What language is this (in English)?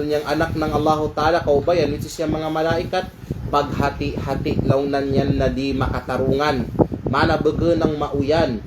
Kalagan